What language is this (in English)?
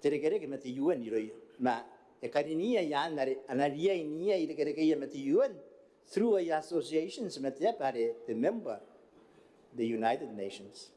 Gilbertese